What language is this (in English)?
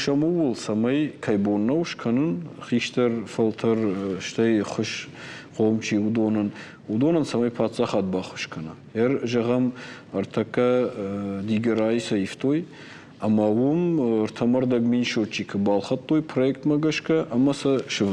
Ossetic